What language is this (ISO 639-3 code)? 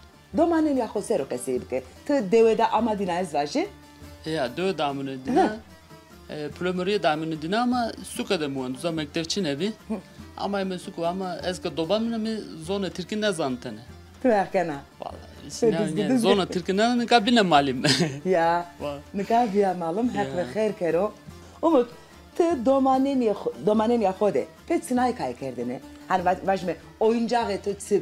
zza